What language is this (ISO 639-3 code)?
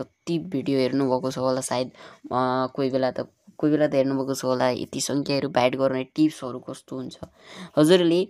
nep